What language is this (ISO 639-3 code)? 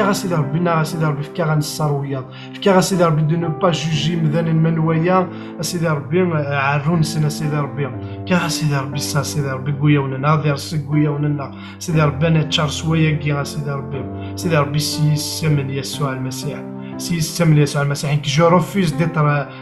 kab